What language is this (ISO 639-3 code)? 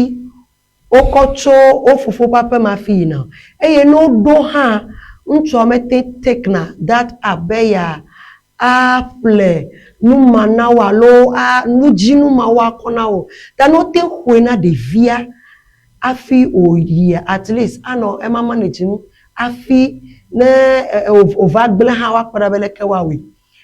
ewe